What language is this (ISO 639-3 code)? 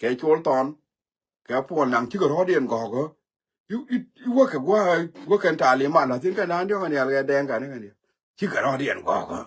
nus